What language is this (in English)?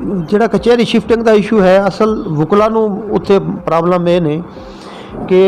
Saraiki